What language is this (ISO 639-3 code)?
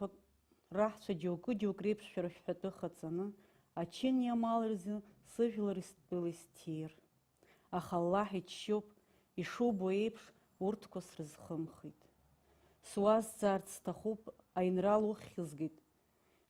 abk